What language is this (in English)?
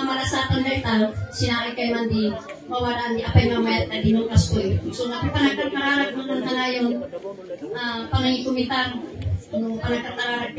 Kankanaey